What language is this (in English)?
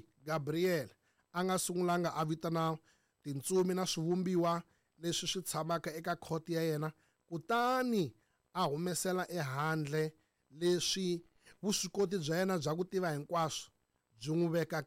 Tsonga